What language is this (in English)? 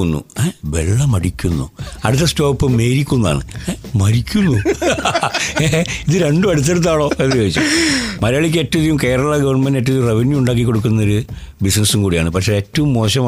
Malayalam